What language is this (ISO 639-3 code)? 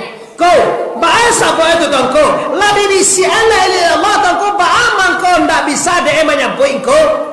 min